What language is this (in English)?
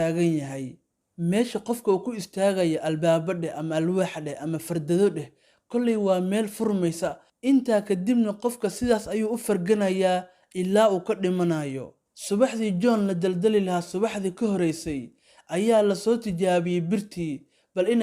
Somali